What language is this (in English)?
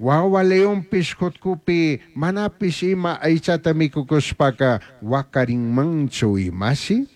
Chimborazo Highland Quichua